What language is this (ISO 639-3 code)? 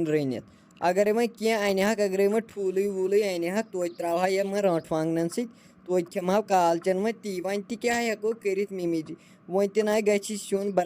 kas